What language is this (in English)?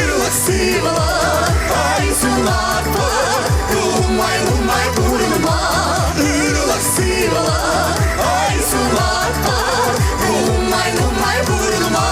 Chuvash